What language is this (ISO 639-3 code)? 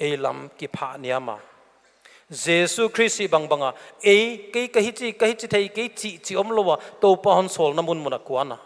pck